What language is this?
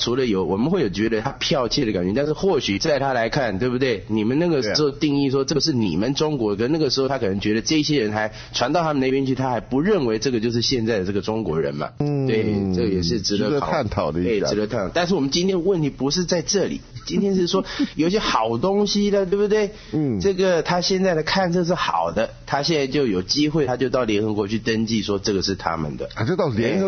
Chinese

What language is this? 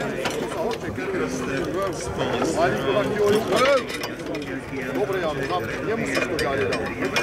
Slovak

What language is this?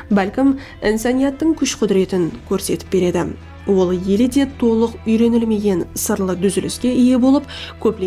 Kara-Kalpak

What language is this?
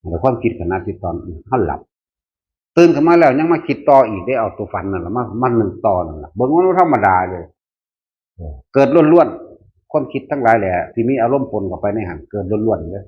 Northeastern Thai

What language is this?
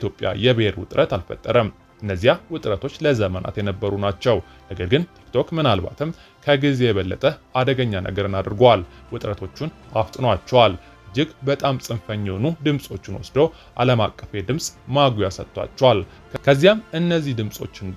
Amharic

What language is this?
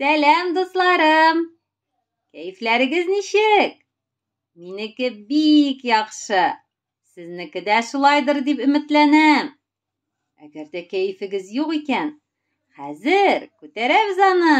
Tatar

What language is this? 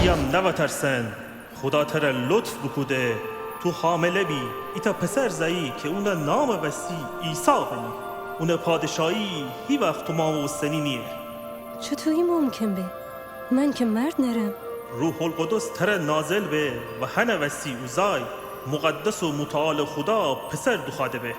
Gilaki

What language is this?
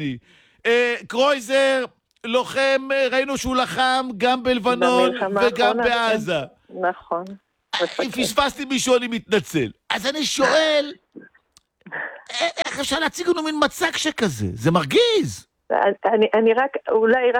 Hebrew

